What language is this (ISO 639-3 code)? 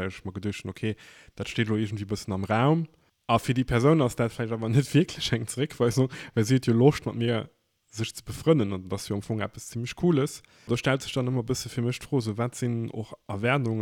ltz